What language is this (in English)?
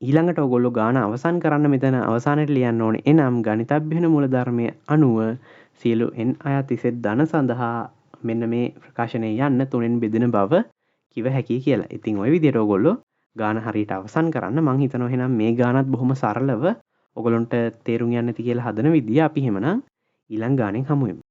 Sinhala